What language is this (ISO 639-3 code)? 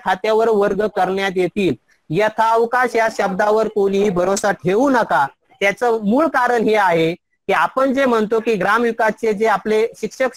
mar